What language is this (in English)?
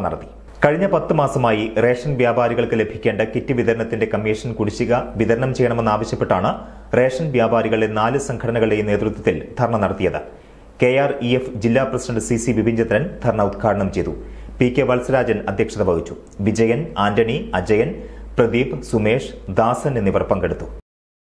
Malayalam